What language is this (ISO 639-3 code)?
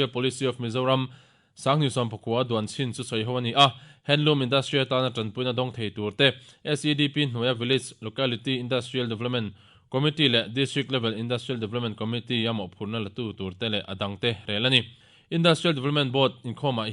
lus